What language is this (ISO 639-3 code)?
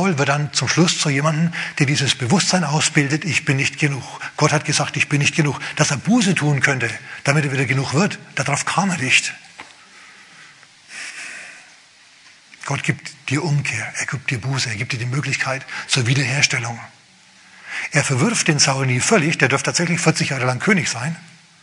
deu